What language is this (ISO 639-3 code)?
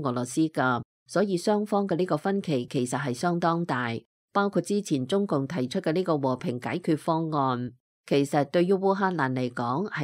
yue